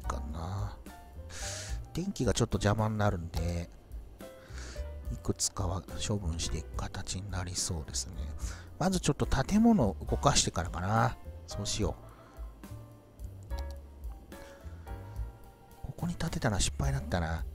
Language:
Japanese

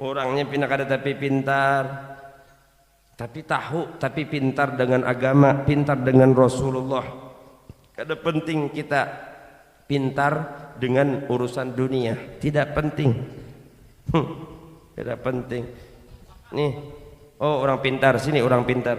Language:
Banjar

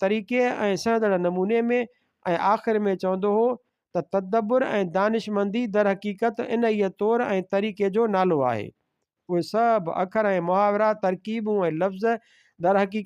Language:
Sindhi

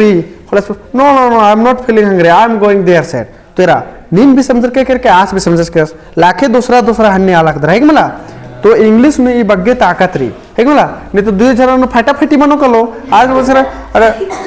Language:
Kurukh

